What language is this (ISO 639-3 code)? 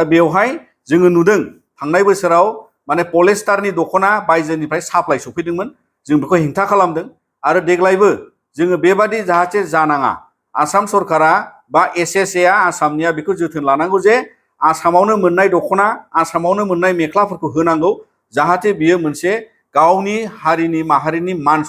brx